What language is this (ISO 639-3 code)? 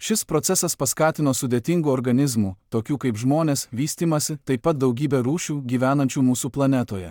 lit